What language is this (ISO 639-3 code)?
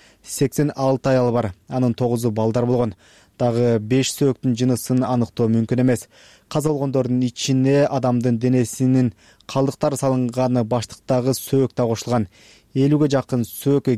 kir